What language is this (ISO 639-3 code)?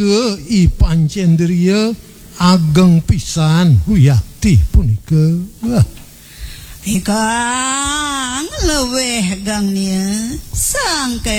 ban